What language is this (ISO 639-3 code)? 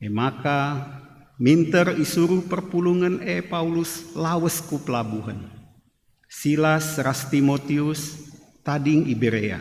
btx